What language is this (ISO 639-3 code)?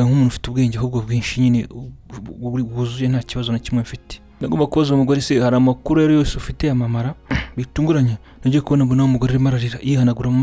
kin